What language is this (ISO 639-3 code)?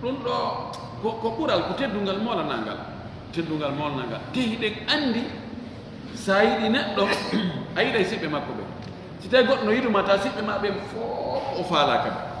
ful